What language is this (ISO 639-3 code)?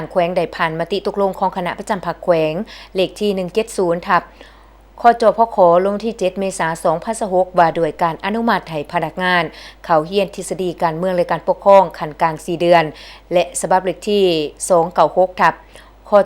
lao